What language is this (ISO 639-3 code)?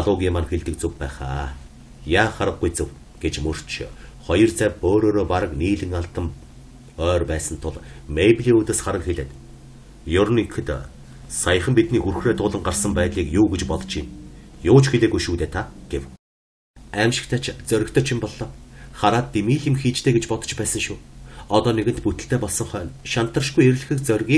mon